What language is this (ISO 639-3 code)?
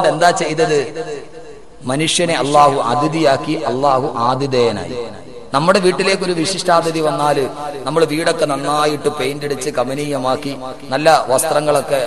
mal